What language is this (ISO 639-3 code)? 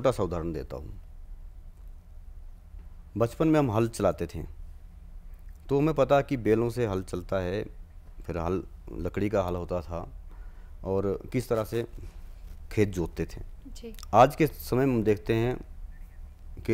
hin